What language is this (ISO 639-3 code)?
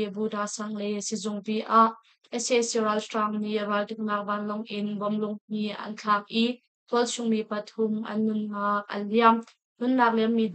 cnh